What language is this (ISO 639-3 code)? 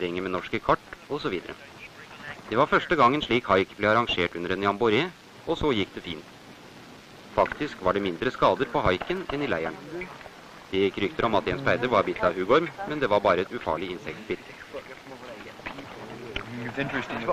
nor